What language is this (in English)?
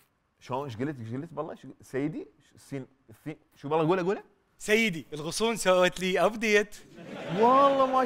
Mesopotamian Arabic